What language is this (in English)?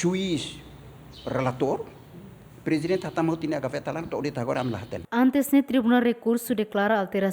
Tetum